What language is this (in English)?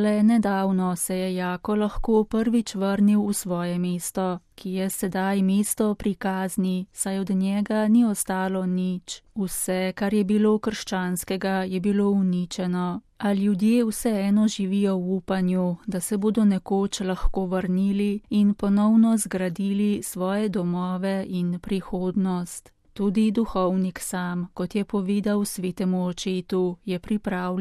Slovenian